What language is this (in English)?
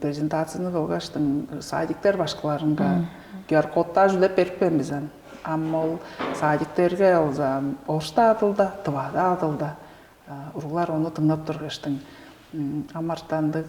Tuvinian